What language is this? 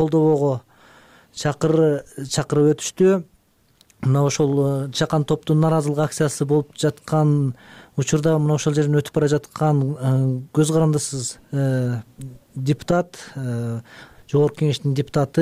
Kyrgyz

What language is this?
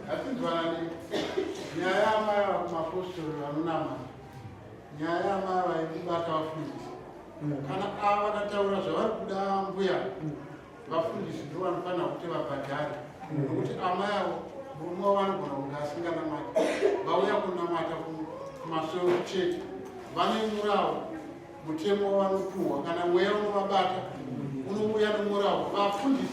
Shona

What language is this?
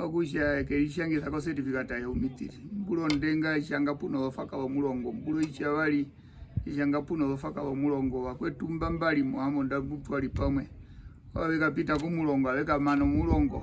Herero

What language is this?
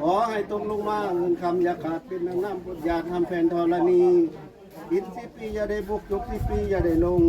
Northeastern Thai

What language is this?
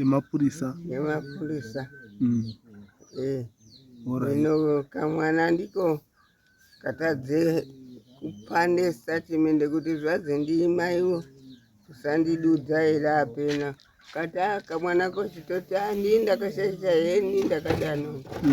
Shona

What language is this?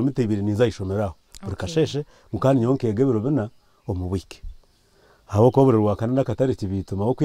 Nyankole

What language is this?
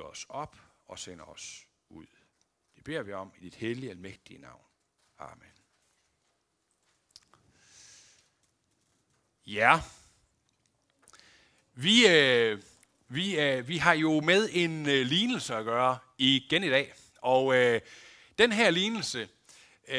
Danish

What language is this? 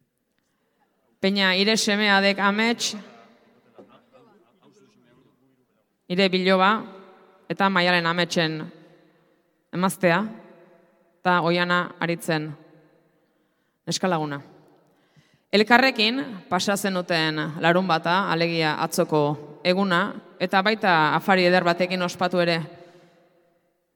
Basque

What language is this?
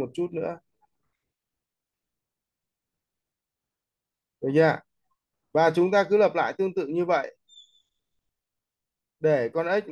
Vietnamese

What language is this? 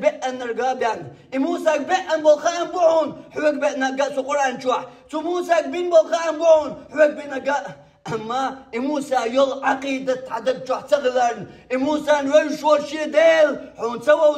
Chechen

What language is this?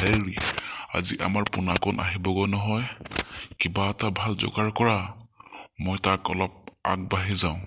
Assamese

